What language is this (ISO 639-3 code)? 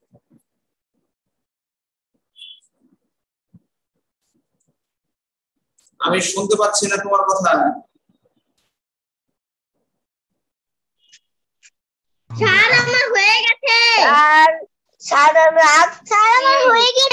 ben